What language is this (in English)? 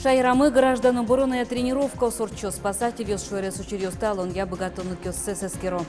Udmurt